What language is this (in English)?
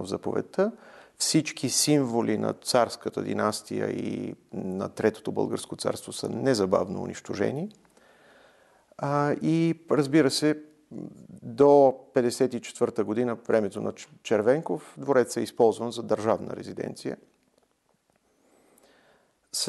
Bulgarian